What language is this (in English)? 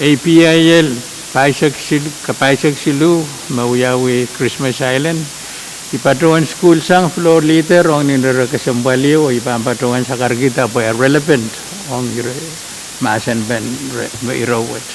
Pohnpeian